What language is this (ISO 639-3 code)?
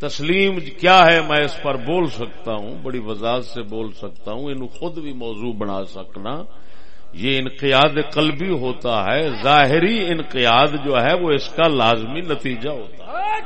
skr